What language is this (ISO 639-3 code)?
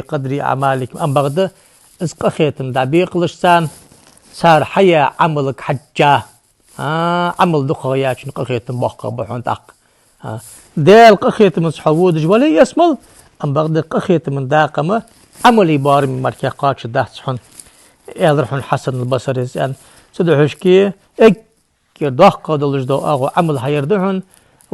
inh